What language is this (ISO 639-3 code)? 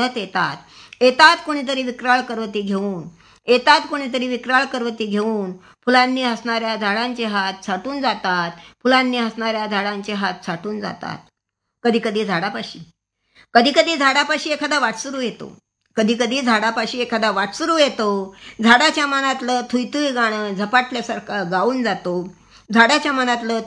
mar